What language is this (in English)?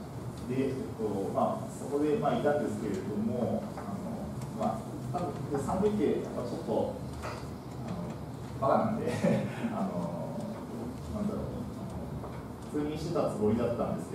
Japanese